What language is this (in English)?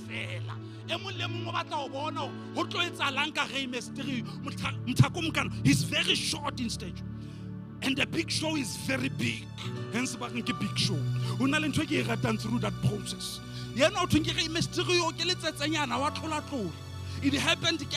Southern Sotho